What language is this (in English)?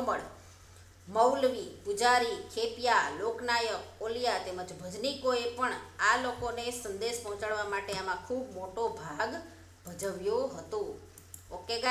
Gujarati